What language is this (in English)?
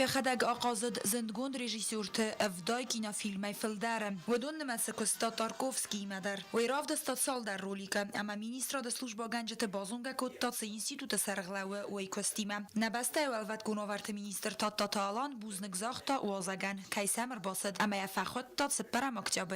Ossetic